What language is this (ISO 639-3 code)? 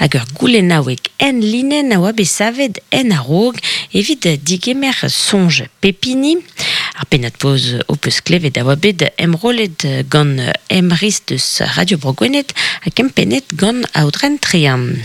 bre